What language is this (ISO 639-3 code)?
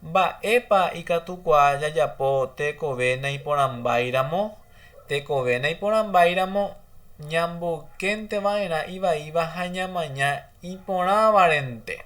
grn